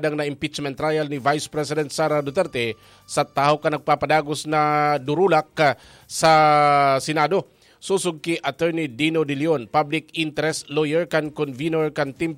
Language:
Bikol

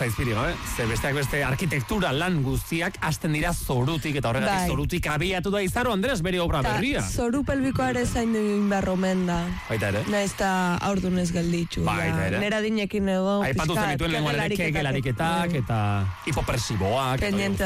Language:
Basque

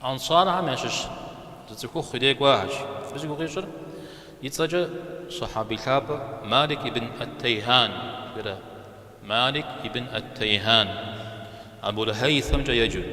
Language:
Kabardian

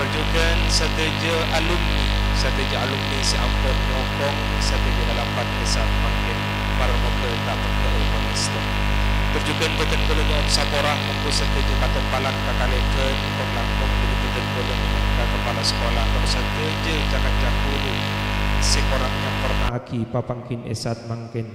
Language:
Madurese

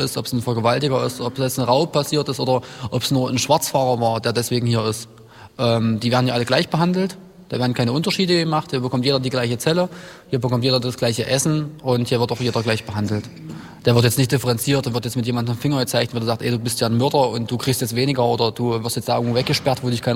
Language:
German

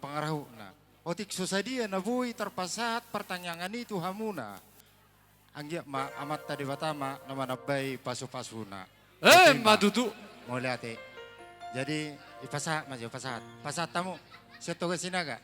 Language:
Batak Toba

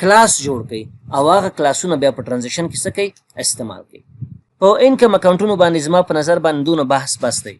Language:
Pashto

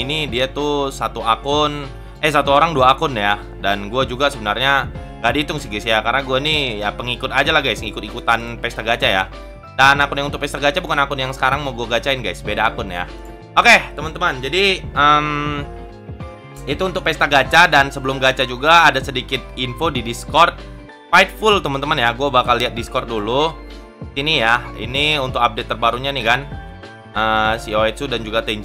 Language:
Indonesian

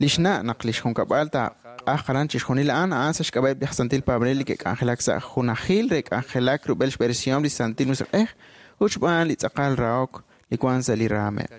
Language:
Kekchí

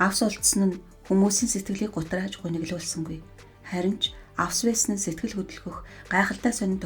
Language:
Mongolian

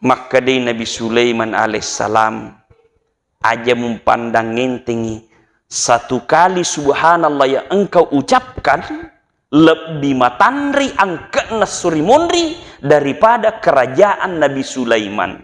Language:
Buginese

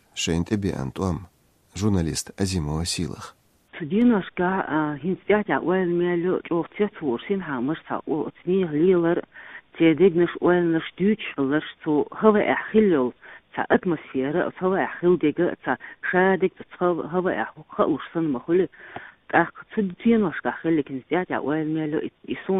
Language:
Chechen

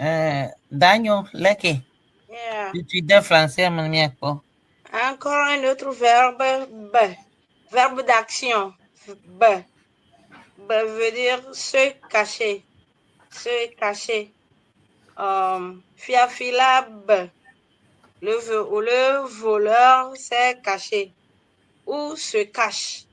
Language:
Ewe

